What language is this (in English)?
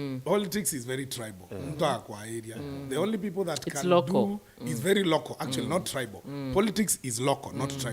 Meru